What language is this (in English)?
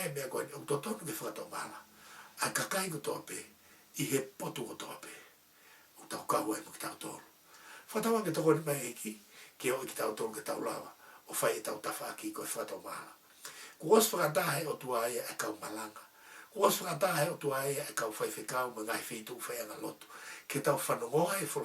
Tongan